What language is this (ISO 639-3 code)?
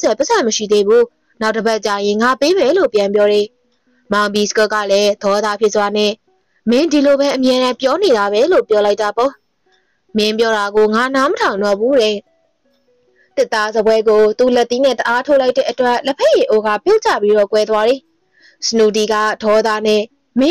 mya